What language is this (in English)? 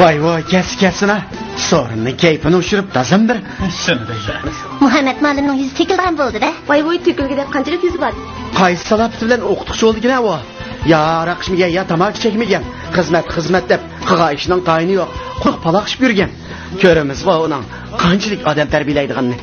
Uyghur